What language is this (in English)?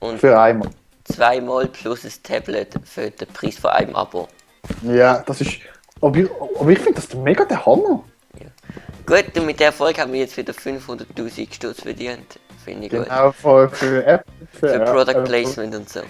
Swiss German